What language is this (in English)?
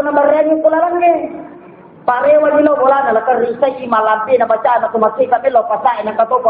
Buginese